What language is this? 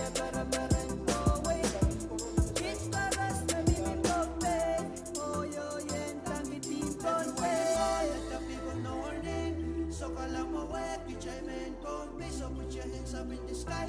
Pohnpeian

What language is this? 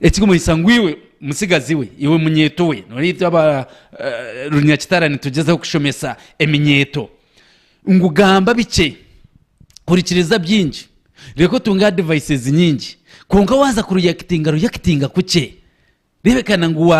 Nyankole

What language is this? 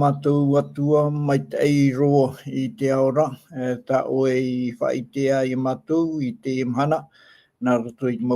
Tahitian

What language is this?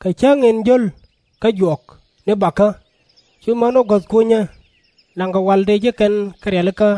Nuer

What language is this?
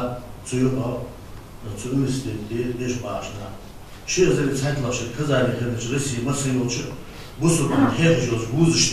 Ingush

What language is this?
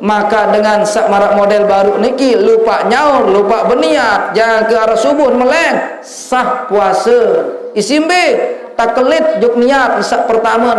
Sasak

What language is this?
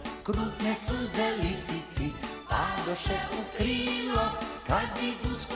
Croatian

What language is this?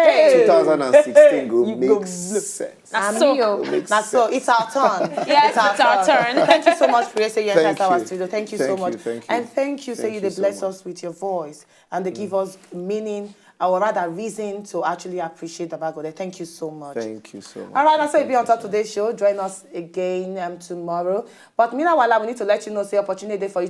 Nigerian Pidgin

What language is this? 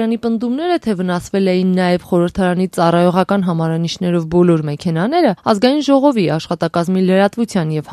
Armenian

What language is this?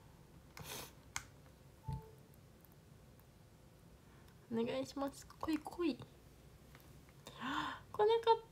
Japanese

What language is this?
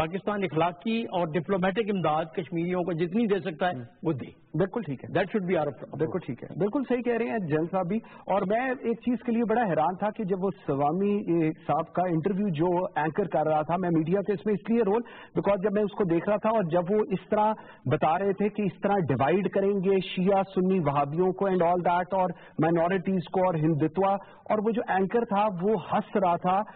Urdu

